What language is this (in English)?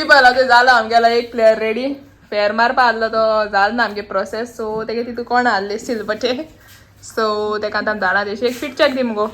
Konkani